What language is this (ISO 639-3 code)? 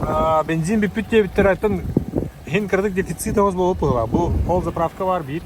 sah